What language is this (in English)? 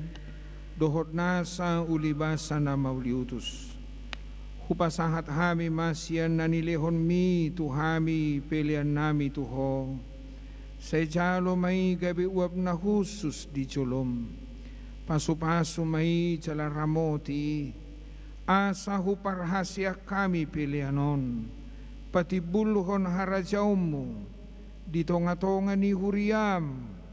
Batak Toba